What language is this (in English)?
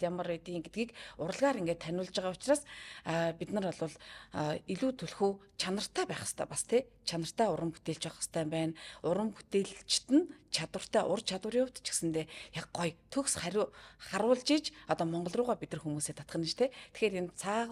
Mongolian